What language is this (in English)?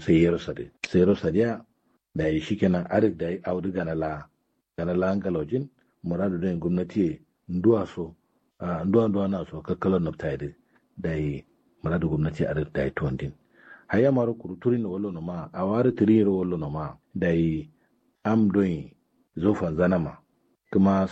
Kanuri